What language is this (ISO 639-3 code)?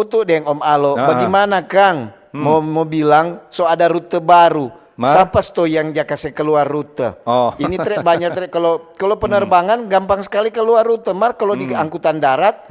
xmm